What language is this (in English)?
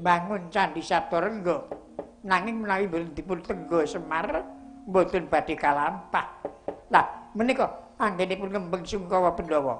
Javanese